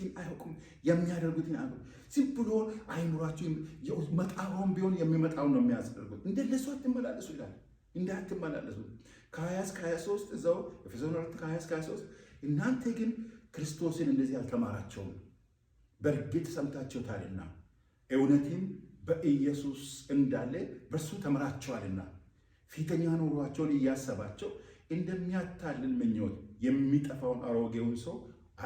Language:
Amharic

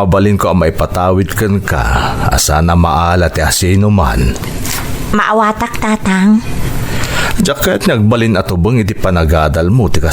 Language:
Iloko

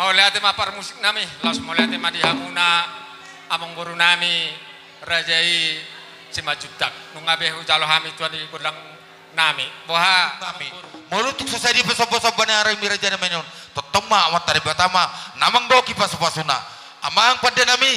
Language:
Batak Toba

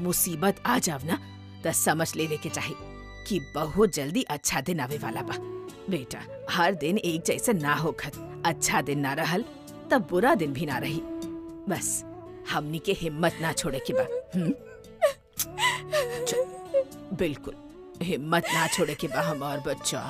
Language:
Bhojpuri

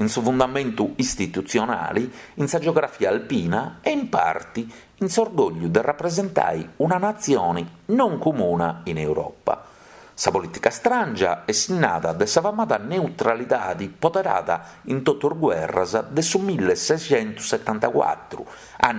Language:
Sardinian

